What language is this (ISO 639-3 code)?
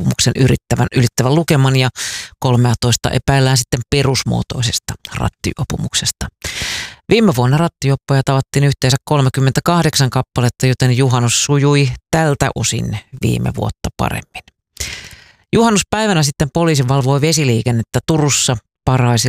fin